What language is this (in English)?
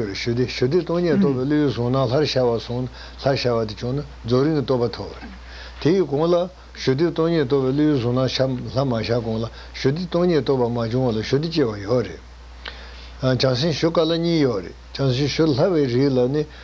Tibetan